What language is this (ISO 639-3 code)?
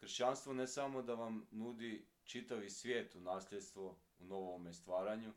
hrv